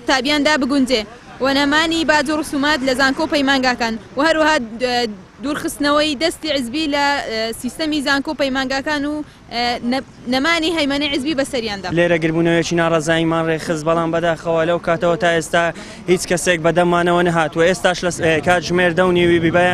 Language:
Central Kurdish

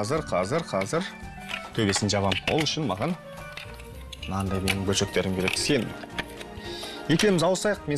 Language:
Kazakh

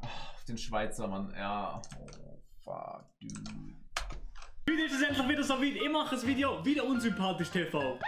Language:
Swiss German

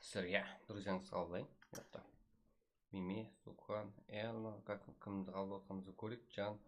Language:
Kara-Kalpak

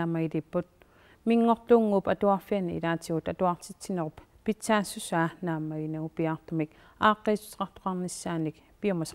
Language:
Kalaallisut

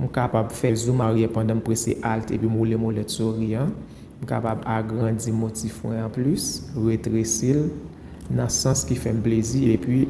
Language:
Haitian Creole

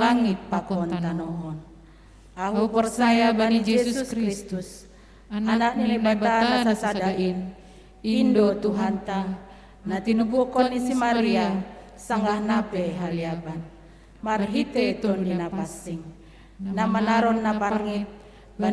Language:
Batak Simalungun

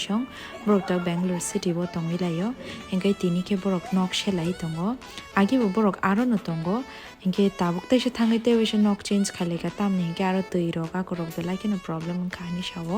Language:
Kok Borok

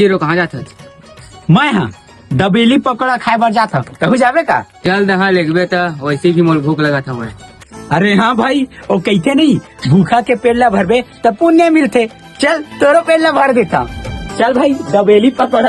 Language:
Chhattisgarhi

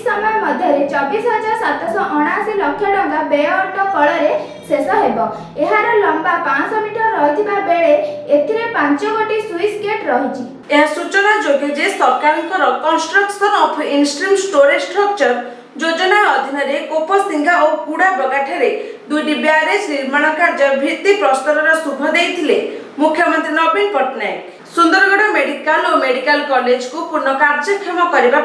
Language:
Odia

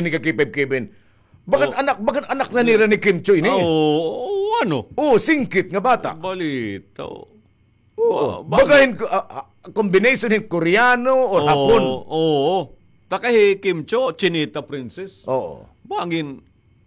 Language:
Waray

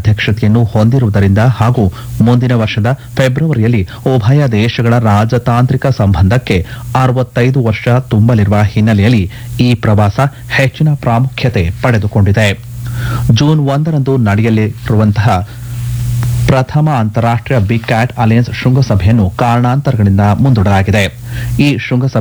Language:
Kannada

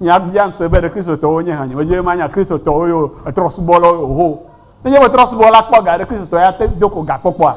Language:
Ewe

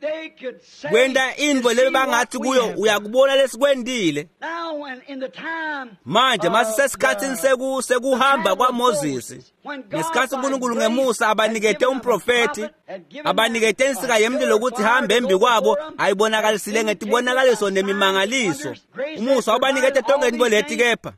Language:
Swati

